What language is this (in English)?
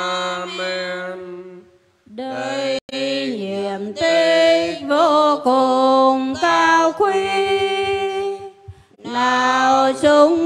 Vietnamese